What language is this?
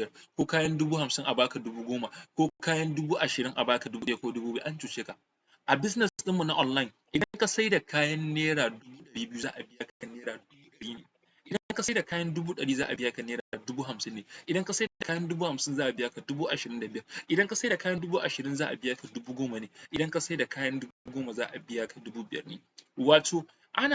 Hausa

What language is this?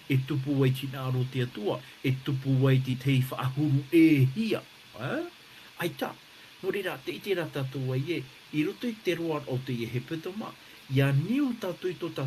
Tahitian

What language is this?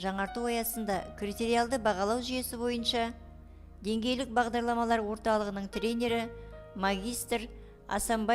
Kazakh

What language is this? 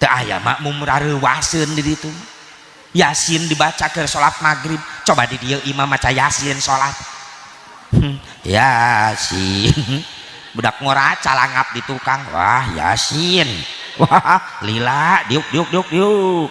Sundanese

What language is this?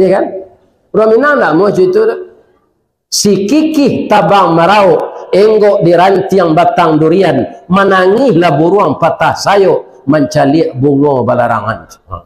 Minangkabau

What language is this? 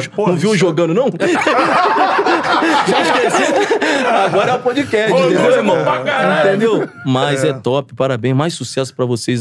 Portuguese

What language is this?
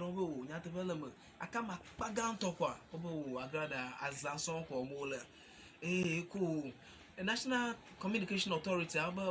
Ewe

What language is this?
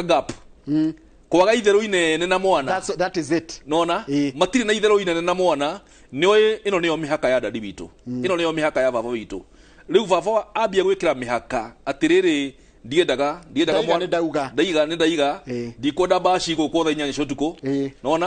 Kikuyu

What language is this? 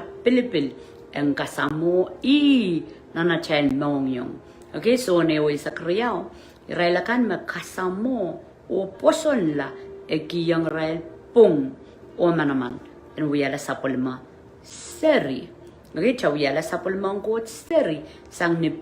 Pohnpeian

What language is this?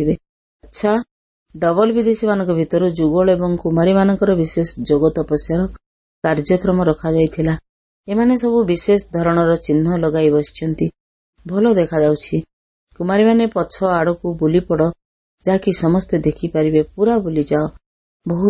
Odia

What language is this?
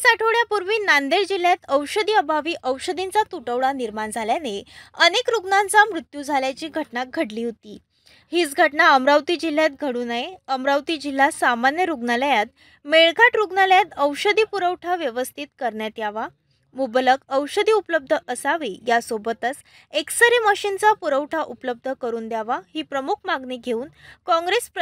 Marathi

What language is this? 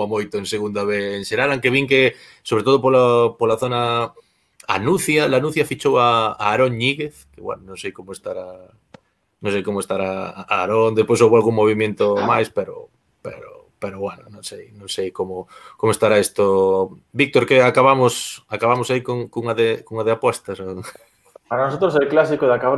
Galician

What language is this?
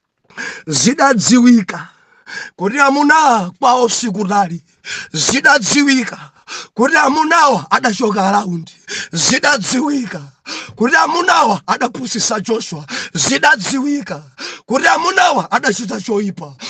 Nyanja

